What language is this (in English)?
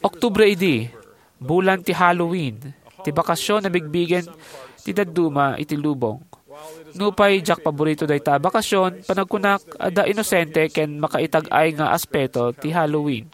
Iloko